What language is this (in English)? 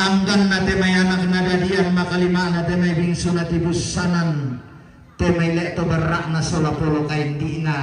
Toraja-Sa'dan